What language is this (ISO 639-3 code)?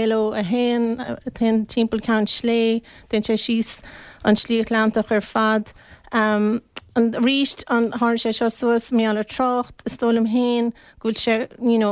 gle